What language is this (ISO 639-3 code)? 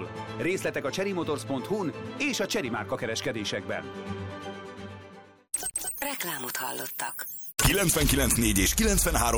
hun